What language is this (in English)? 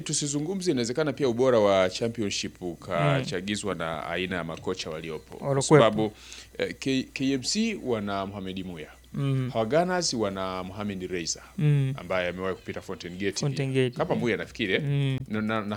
Swahili